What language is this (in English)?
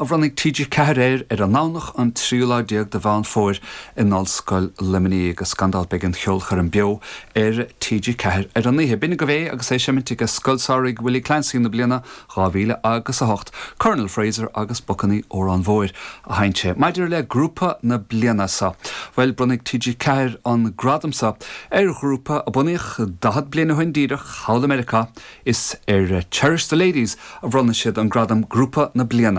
Irish